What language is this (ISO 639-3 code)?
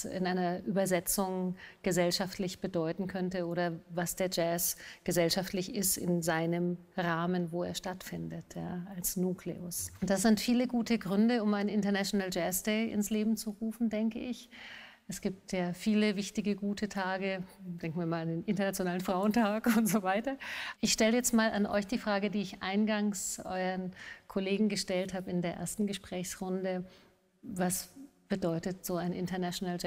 deu